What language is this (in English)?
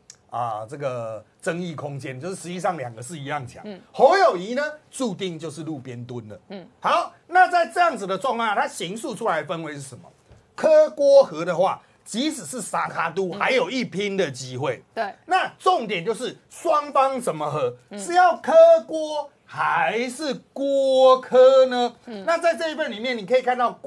Chinese